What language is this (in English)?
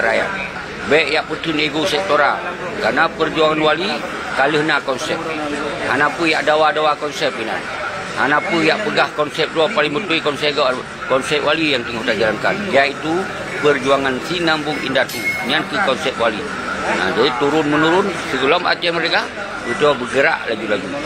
Achinese